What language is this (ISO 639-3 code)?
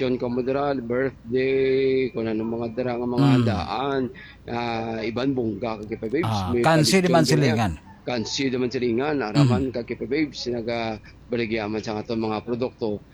hil